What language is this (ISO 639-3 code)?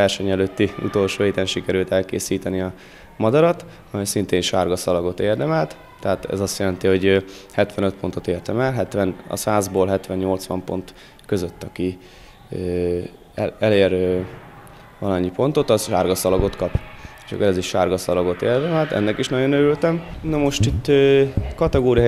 hun